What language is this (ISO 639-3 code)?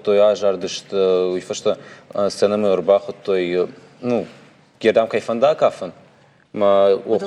oss